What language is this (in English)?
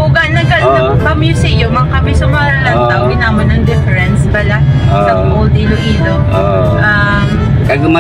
Hiligaynon